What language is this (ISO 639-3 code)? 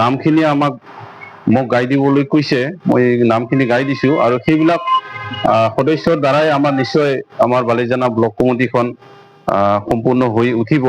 asm